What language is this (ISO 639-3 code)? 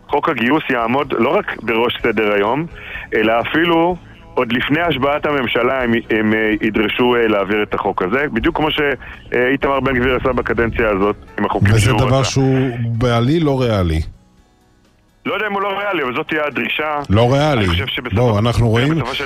heb